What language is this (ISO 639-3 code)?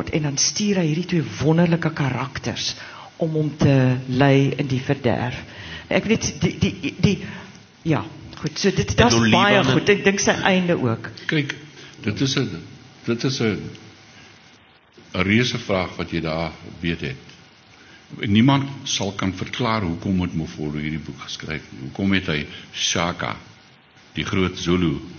afr